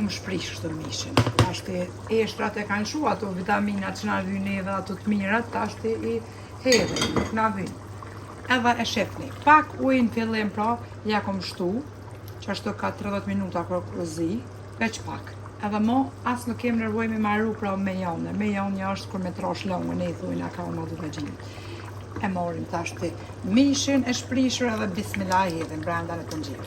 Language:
Albanian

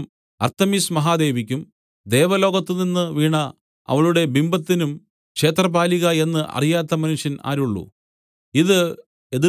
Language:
Malayalam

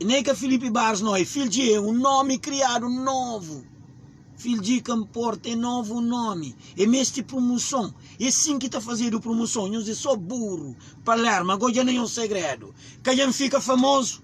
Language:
Kabuverdianu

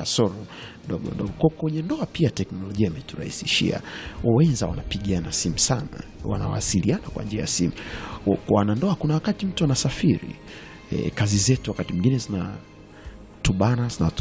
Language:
Swahili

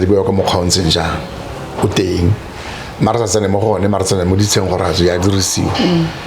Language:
Tswana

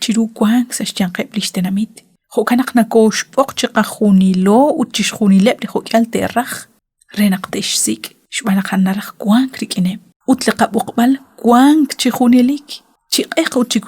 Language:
Kekchí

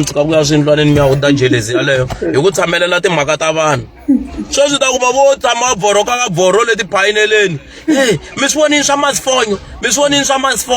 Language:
Tsonga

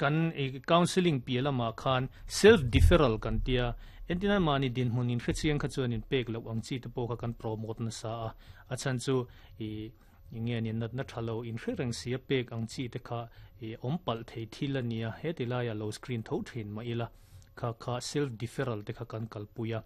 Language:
Mizo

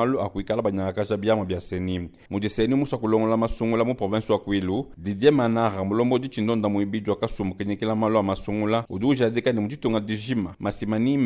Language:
Luba-Lulua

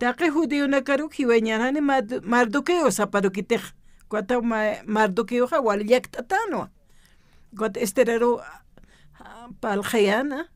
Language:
Aymara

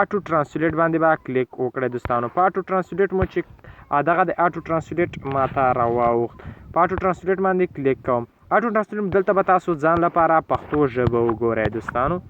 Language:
Pashto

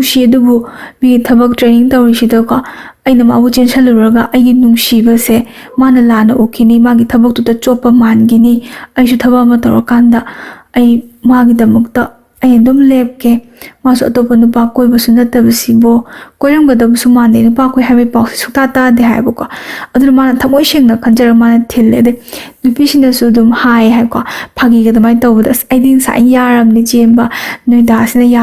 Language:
Manipuri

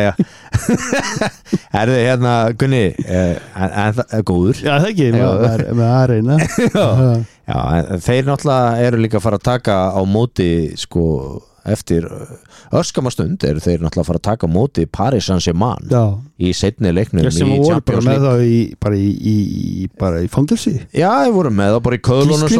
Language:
Icelandic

